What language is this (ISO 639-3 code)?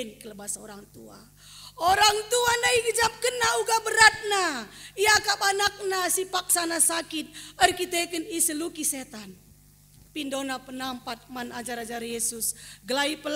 btx